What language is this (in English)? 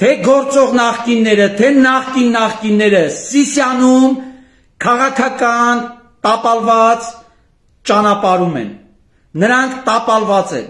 Armenian